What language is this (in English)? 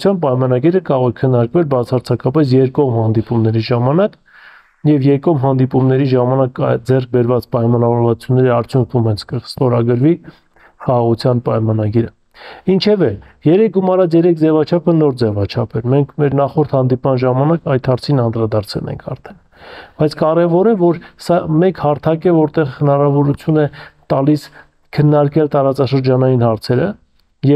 Armenian